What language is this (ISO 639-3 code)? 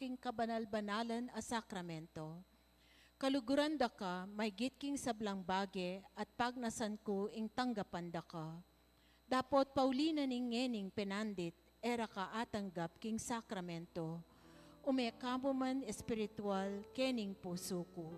pam